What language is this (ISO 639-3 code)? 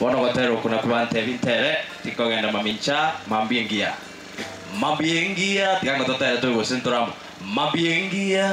guz